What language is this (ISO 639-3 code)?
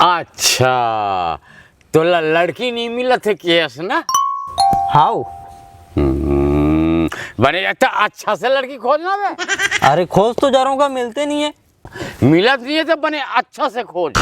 hne